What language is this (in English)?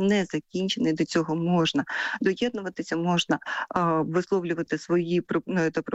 Ukrainian